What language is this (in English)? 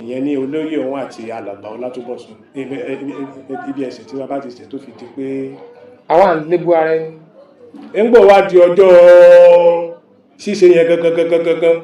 Yoruba